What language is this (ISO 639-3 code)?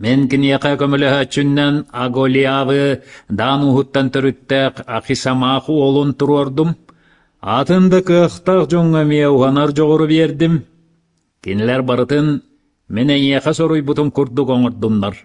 sah